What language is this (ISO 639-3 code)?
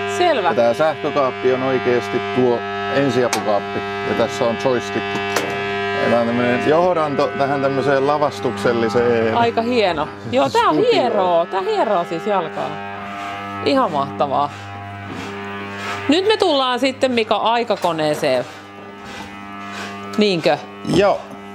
fin